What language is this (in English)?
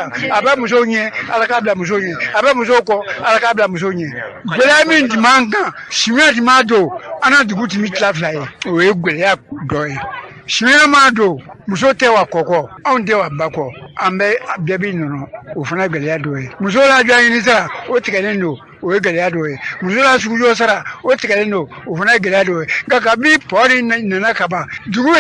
Bambara